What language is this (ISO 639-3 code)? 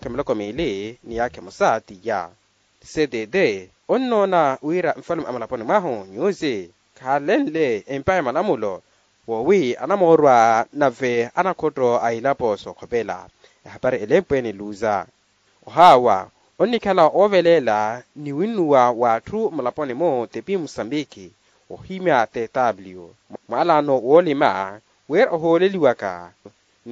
vmw